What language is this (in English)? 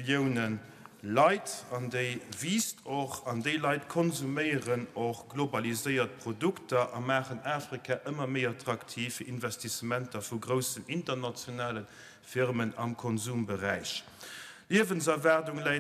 Luxembourgish